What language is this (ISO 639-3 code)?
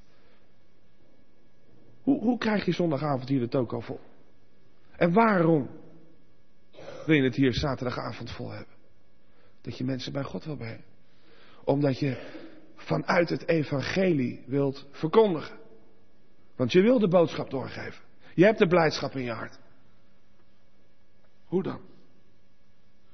nld